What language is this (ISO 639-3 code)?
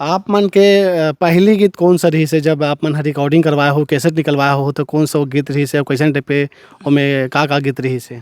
hne